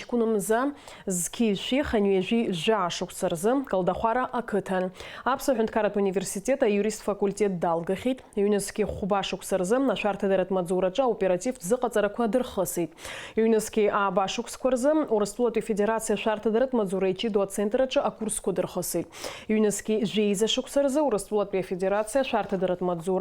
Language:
Abkhazian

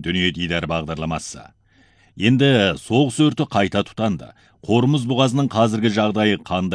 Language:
Kazakh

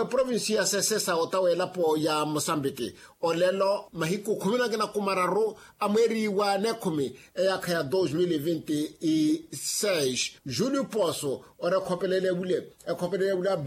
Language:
Makhuwa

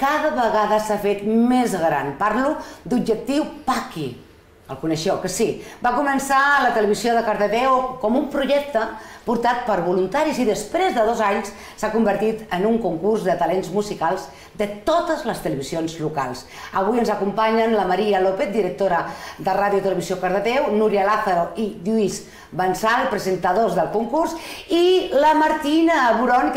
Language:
Catalan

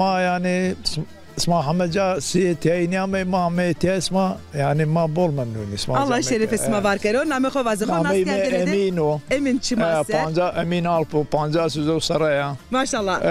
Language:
Zaza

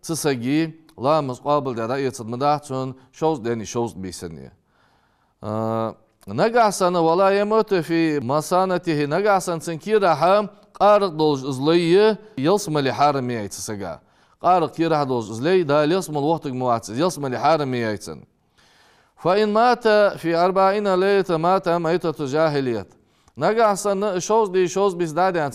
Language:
Ingush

